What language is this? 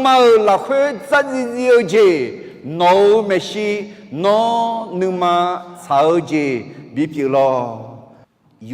Akha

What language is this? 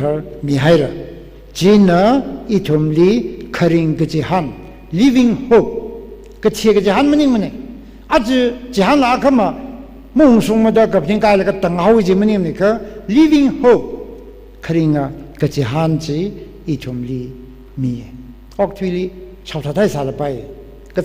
Tangkhul Naga (India)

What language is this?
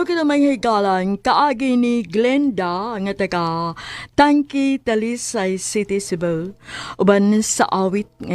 Cebuano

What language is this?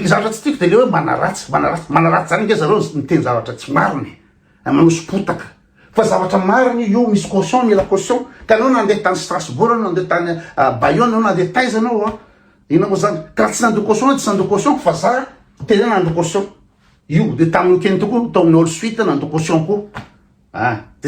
Malagasy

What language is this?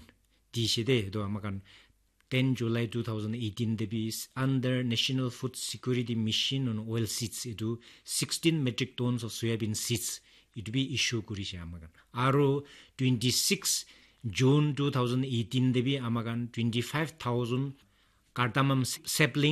Naga Pidgin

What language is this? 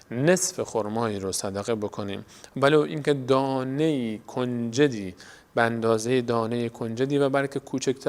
Persian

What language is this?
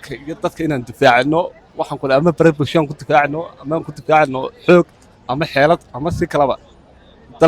Somali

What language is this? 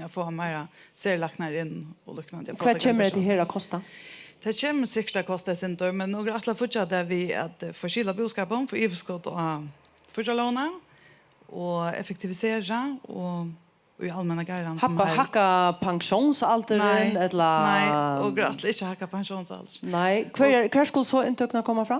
Faroese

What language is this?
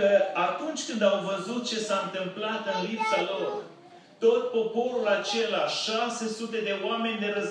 Romanian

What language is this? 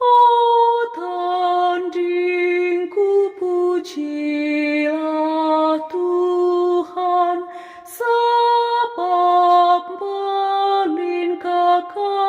Batak Karo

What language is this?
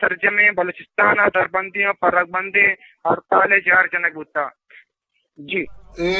Eastern Balochi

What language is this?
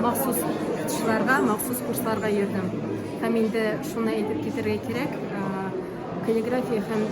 Tatar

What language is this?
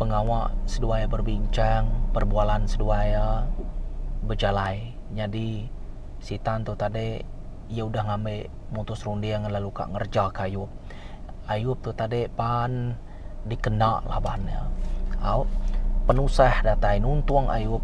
Iban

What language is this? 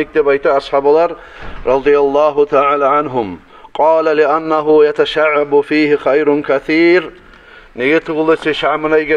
Kumyk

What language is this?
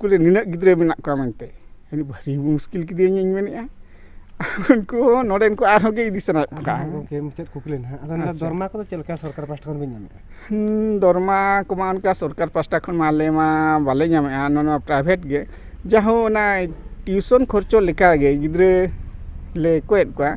Santali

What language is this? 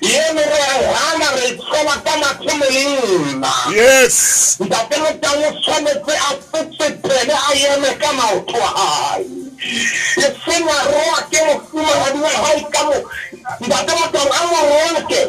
Southern Sotho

